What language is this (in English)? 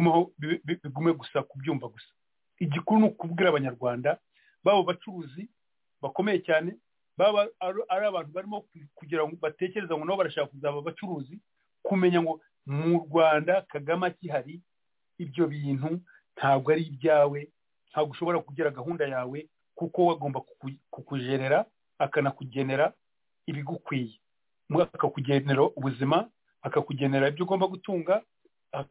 Kinyarwanda